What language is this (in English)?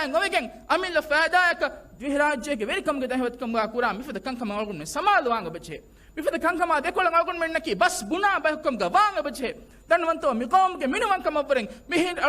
Divehi